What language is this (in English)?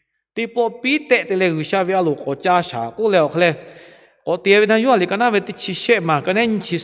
Lahu